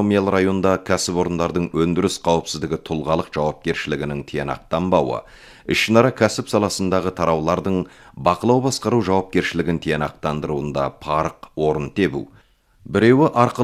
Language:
Kazakh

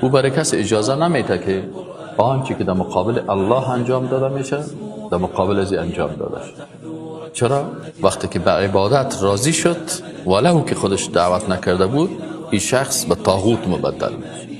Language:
Persian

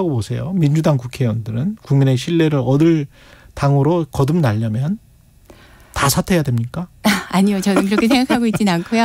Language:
Korean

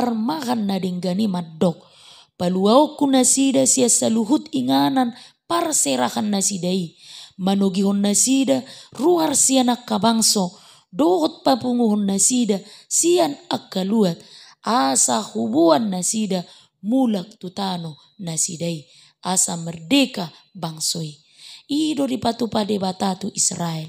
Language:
Batak Toba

